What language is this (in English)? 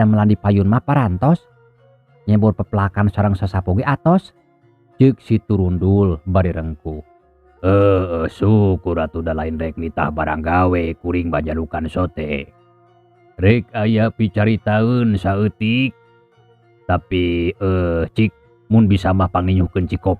Sundanese